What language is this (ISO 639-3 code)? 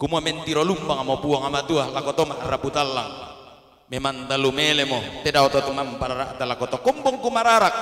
sda